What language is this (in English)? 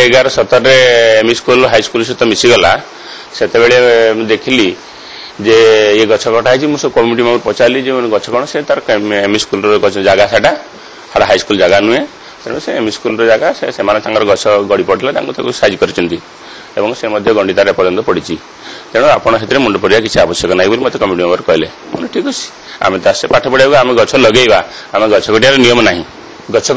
Odia